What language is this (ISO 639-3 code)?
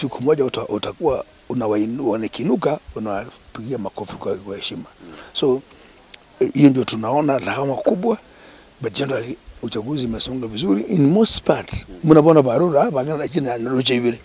guz